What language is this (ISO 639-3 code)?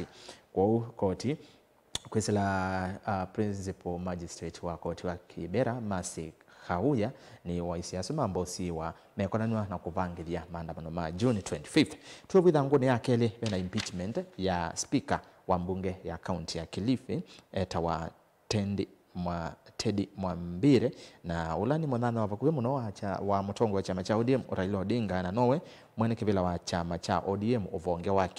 kam